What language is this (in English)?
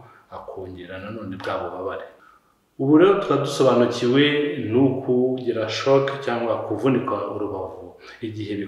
Kinyarwanda